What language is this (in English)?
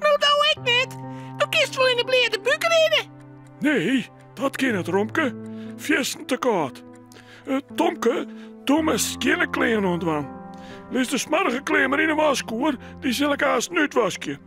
Western Frisian